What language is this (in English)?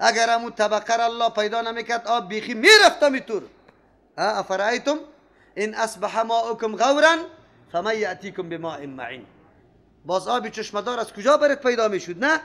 Persian